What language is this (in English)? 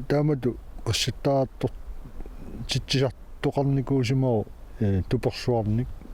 Kalaallisut